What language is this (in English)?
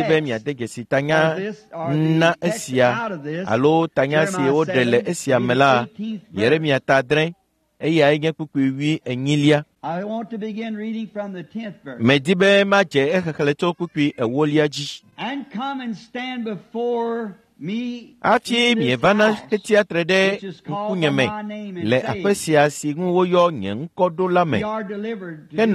Ewe